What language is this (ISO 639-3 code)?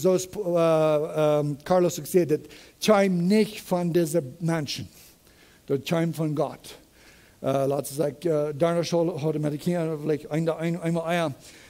pdt